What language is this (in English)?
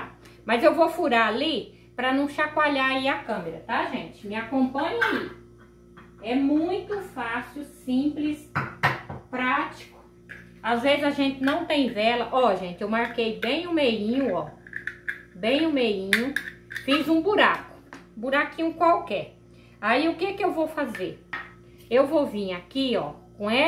Portuguese